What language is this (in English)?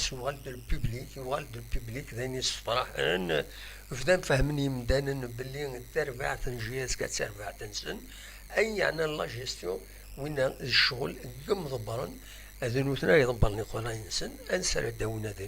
Kabyle